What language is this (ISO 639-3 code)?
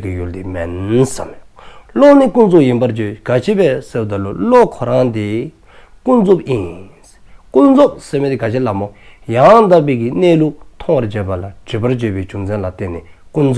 dzo